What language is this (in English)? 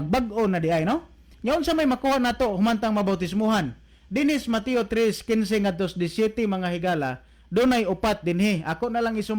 Cebuano